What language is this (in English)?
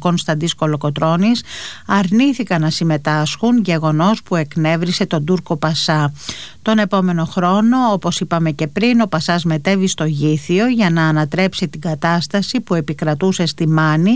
Greek